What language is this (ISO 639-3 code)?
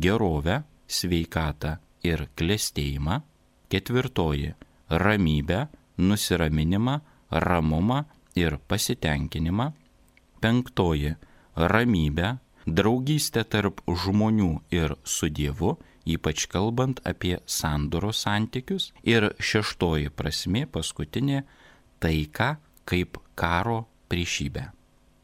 lit